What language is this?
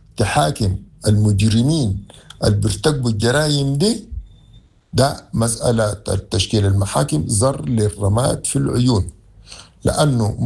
Sudanese Arabic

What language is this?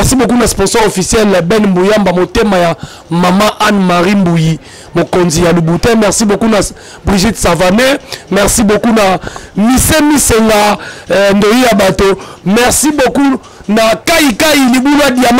Lingala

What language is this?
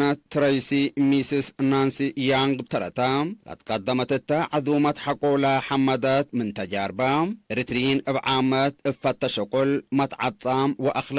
Tigre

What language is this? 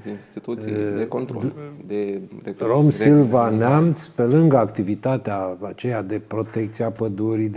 Romanian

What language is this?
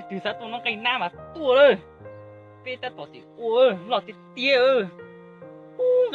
Hmong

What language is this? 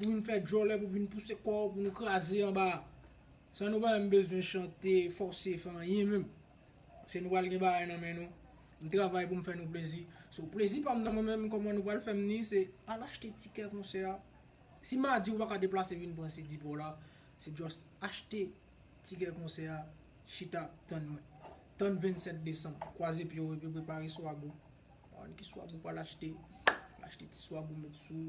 Haitian Creole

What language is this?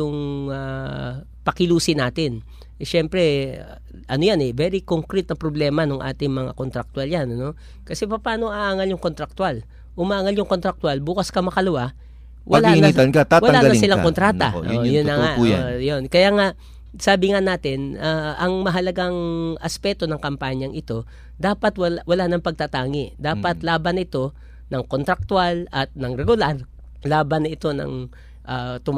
Filipino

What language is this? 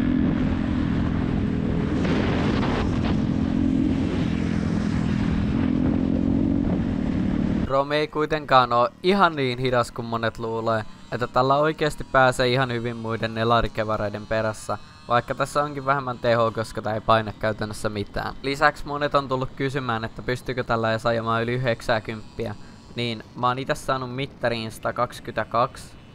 Finnish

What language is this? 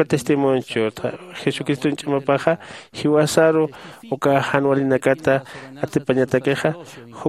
Aymara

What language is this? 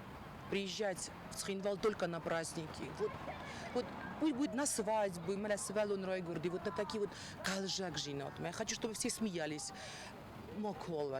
Ossetic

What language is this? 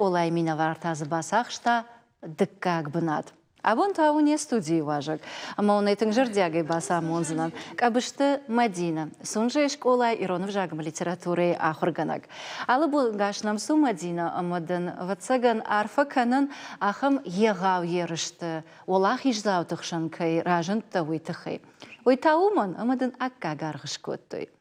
Ossetic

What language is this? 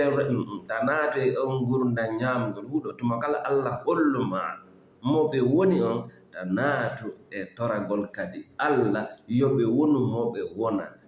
Fula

